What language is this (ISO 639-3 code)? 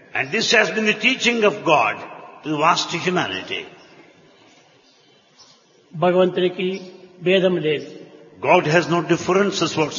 tel